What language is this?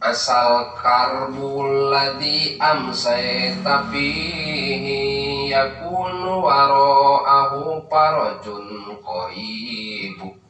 Sundanese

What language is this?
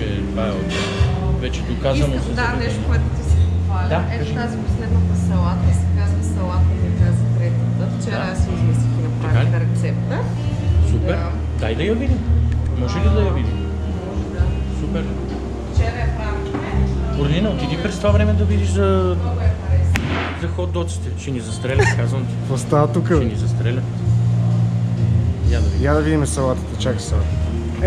Bulgarian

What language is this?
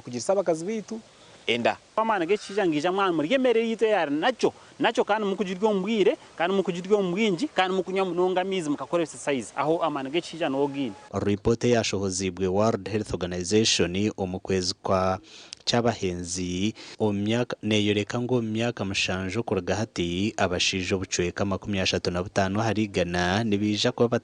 Nyankole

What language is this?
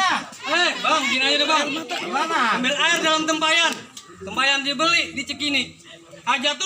Betawi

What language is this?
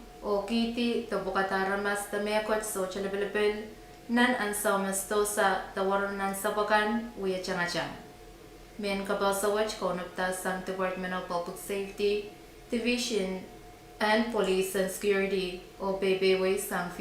Pohnpeian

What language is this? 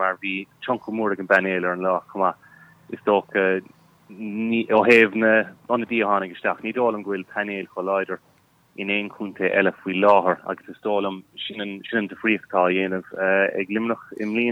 Irish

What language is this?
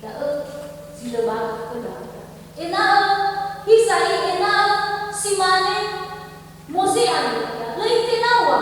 Nias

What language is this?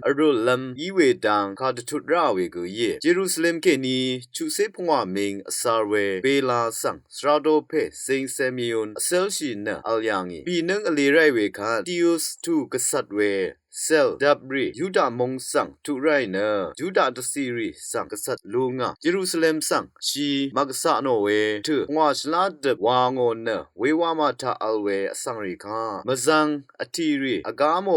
Rawang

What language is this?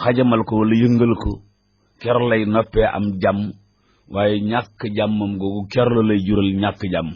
Wolof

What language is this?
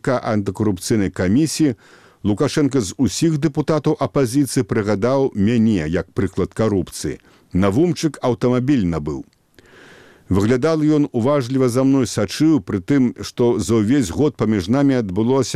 Belarusian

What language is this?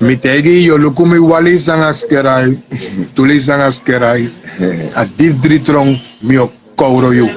Sranan Tongo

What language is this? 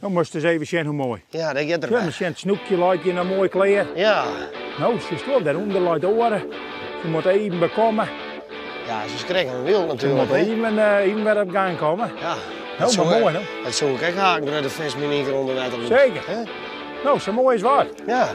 Western Frisian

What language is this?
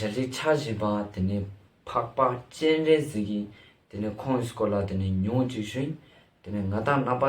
Ladakhi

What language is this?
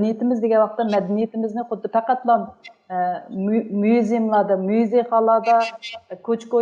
Uyghur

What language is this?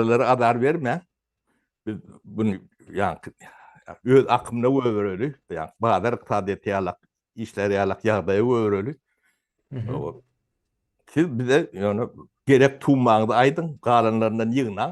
Turkmen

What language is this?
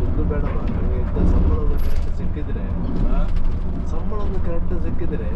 Kannada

